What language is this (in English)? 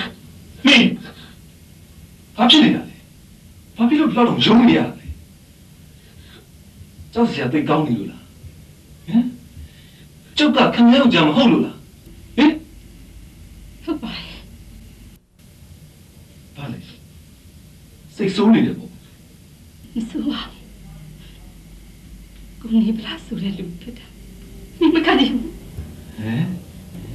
Burmese